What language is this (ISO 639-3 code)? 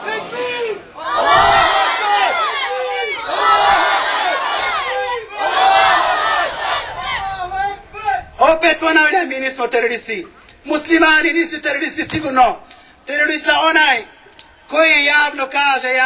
bos